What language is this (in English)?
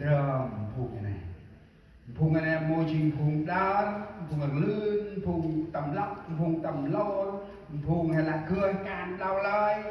Central Mnong